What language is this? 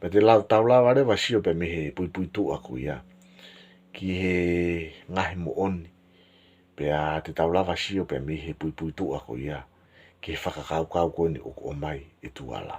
Tongan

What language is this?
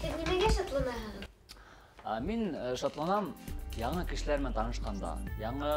Bashkir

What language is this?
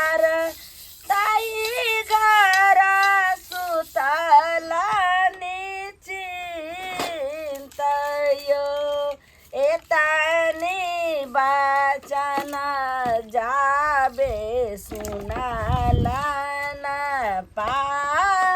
Maithili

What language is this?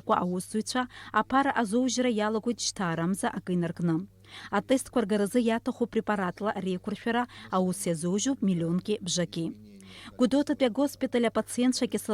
Abkhazian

